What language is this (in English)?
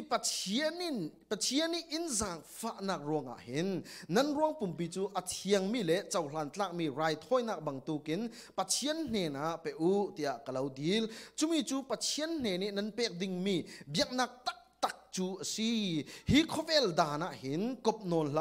Falam Chin